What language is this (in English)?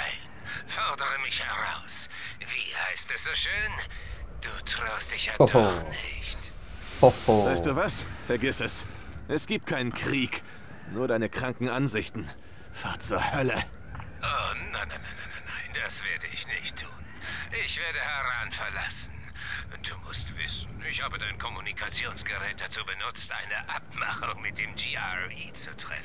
Swiss German